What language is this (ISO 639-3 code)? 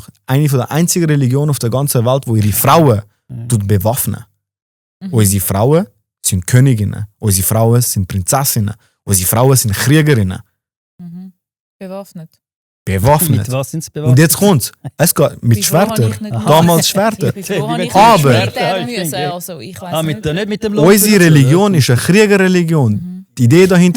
gsw